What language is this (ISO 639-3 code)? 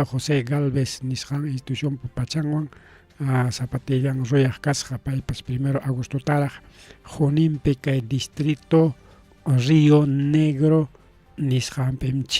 quy